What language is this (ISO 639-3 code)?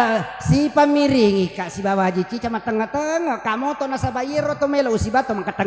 bug